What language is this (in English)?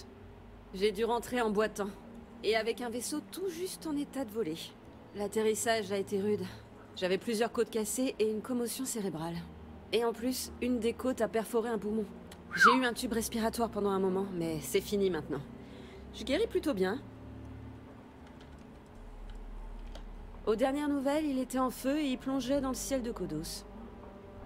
French